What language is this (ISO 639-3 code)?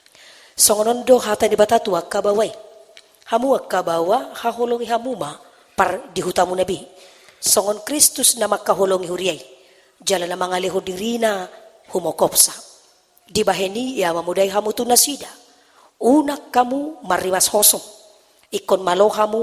bbc